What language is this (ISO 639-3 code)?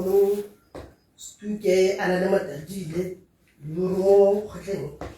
tsn